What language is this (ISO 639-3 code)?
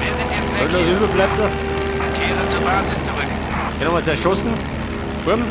bar